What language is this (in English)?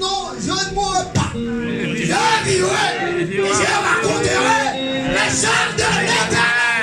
Haitian Creole